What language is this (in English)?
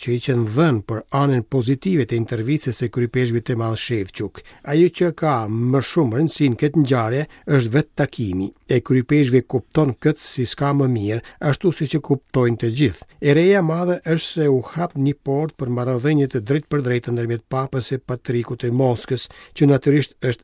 Albanian